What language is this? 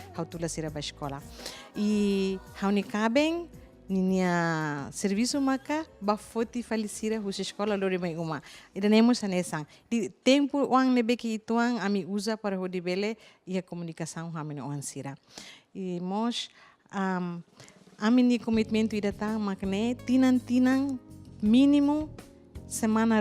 Tetum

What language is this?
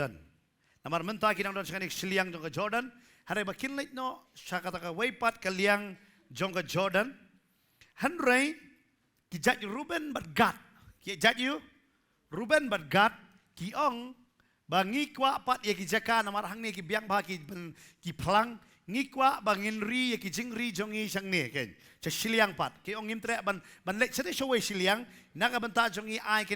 Khasi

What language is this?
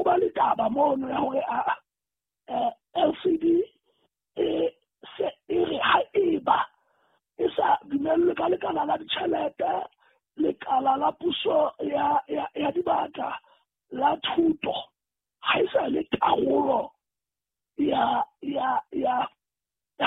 Southern Sotho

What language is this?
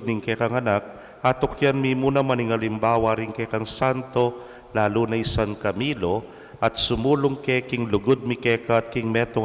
Pampanga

